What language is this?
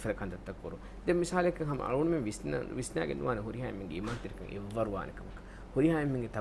Divehi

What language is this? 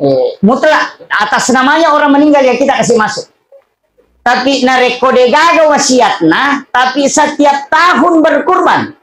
Buginese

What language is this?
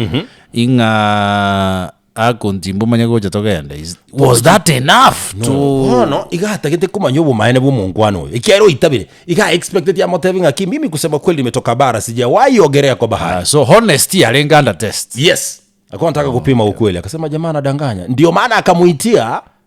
Gusii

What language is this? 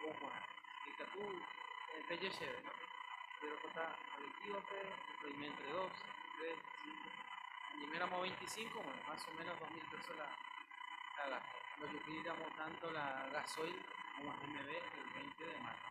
Guarani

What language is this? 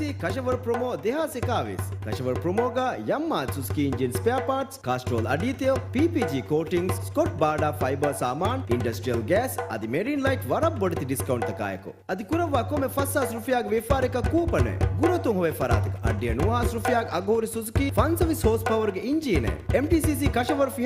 Divehi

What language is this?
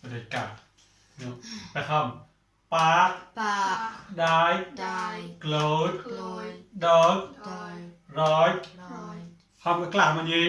Mon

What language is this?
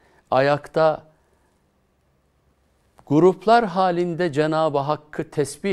Turkish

